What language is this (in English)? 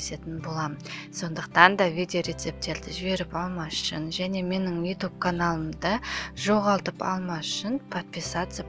Kazakh